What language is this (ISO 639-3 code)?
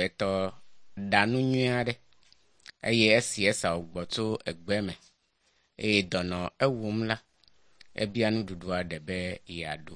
ewe